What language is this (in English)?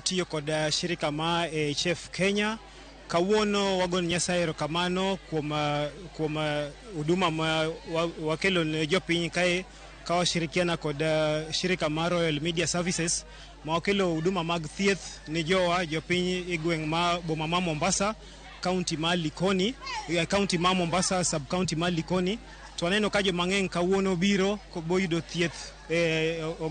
Luo (Kenya and Tanzania)